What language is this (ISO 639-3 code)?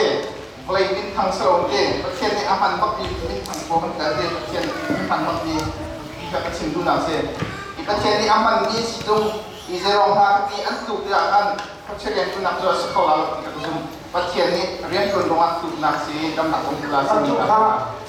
cnh